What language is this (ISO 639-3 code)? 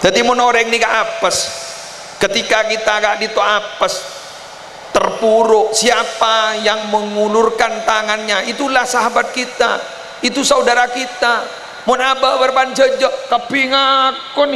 mad